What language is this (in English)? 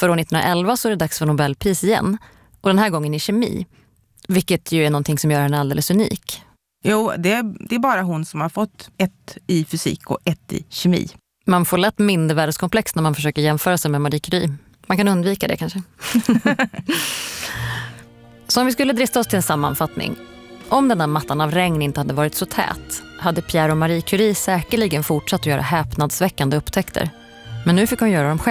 Swedish